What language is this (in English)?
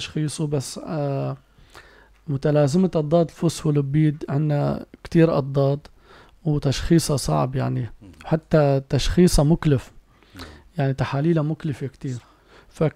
North Levantine Arabic